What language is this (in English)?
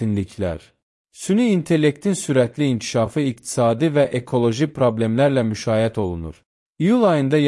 Azerbaijani